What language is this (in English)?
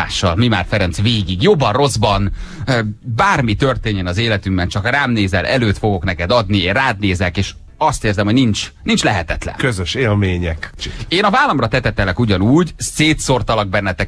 Hungarian